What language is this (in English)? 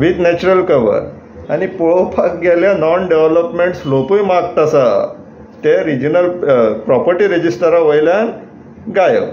Konkani